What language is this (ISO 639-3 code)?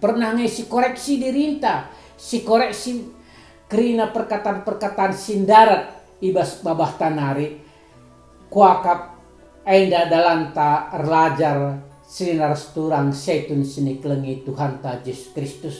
btx